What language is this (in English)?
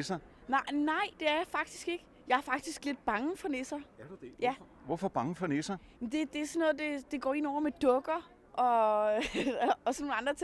Danish